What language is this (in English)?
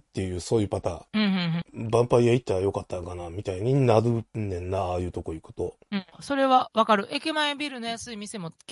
Japanese